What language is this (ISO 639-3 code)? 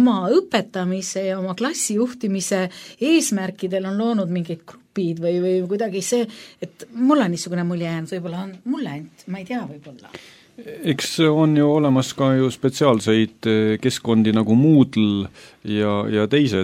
est